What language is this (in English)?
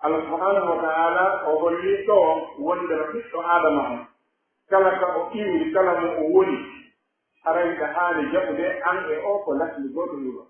Pular